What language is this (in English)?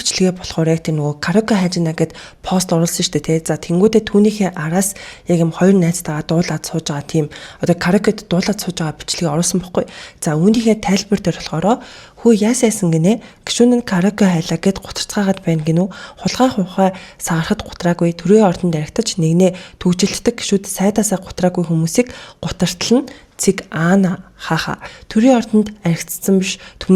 Mongolian